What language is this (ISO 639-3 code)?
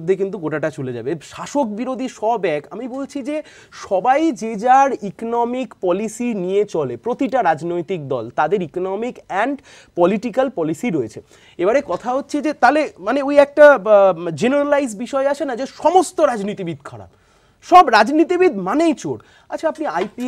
ben